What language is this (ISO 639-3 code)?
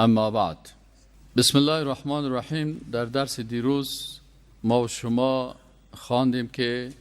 fas